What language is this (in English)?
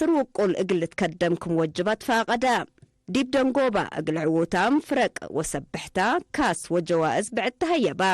Tigre